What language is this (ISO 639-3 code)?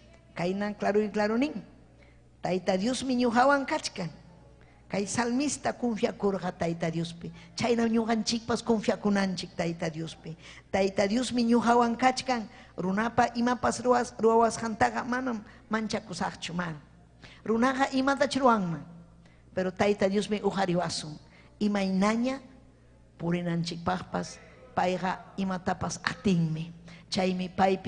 quy